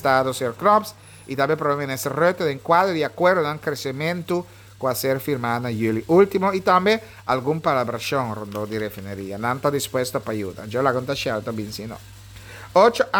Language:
Papiamento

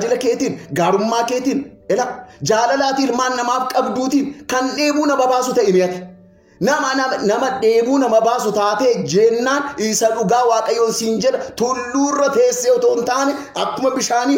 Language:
Oromo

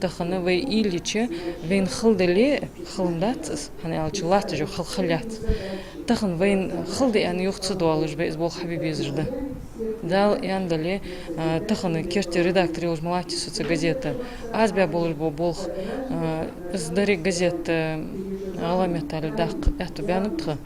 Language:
Ingush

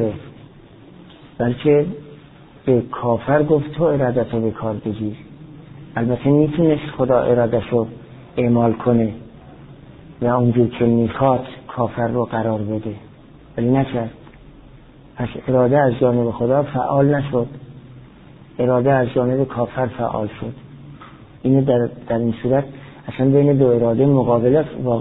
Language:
Persian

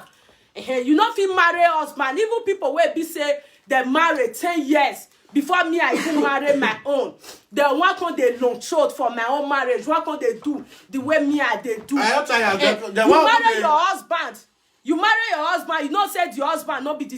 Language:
Nigerian Pidgin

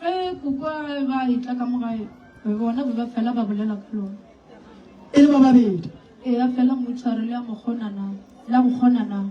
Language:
Northern Sotho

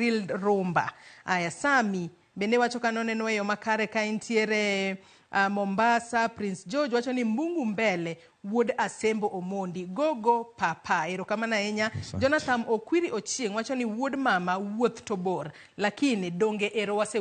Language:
Luo (Kenya and Tanzania)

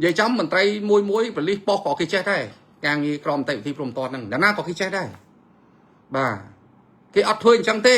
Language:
Khmer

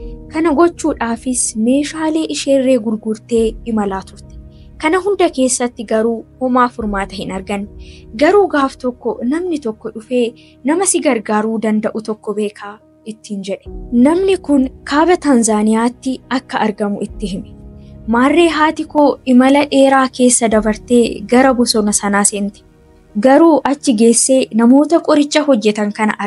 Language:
Oromo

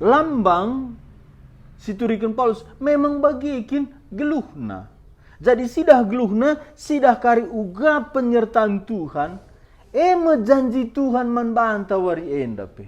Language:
Batak Karo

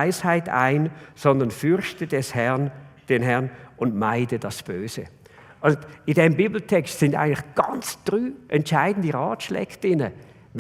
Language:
Swiss German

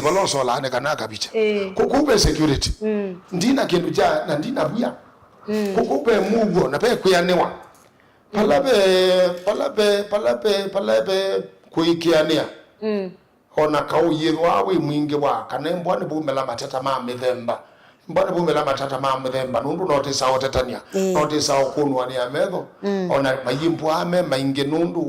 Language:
Kamba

